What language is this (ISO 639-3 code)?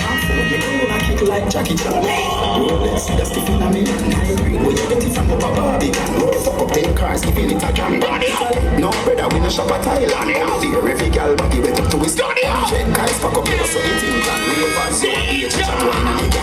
jam